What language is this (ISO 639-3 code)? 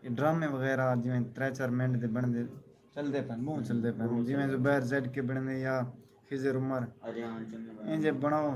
skr